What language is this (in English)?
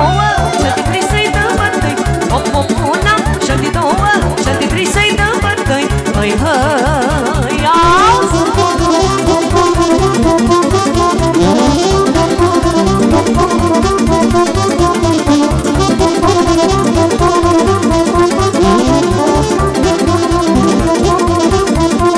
Romanian